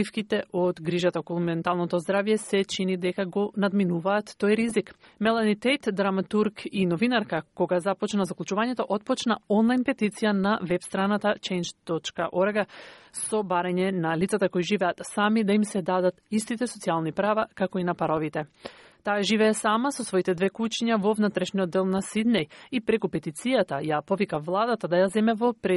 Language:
Macedonian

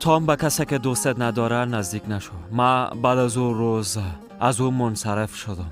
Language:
Persian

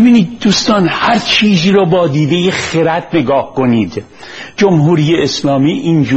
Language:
Persian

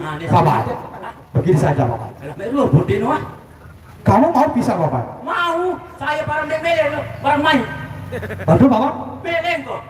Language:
Sasak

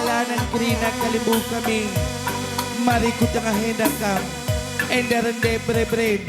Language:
Batak Karo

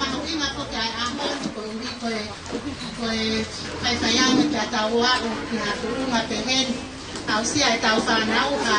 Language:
Tongan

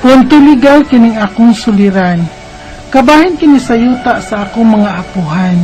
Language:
Cebuano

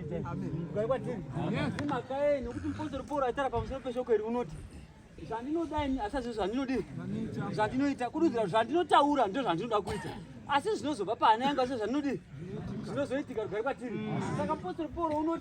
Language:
Shona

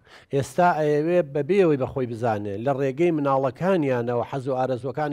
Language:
Central Kurdish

